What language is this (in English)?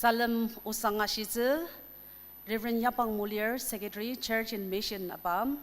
Ao Naga